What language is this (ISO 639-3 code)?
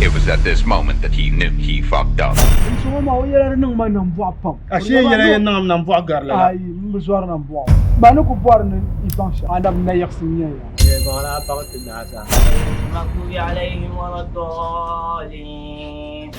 dag